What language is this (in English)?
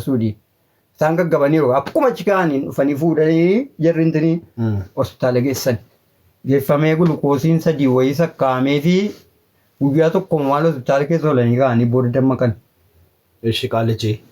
Oromo